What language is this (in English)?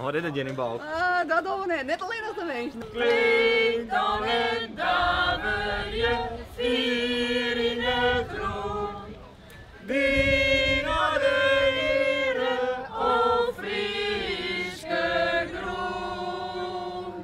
Western Frisian